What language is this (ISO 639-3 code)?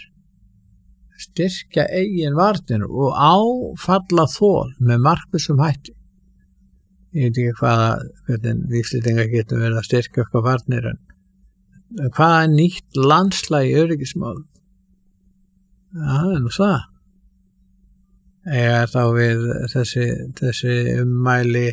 isl